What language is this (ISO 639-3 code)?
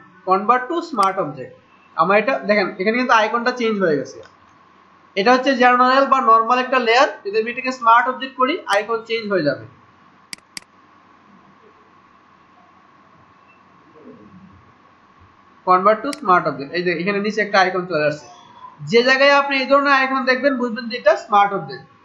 ben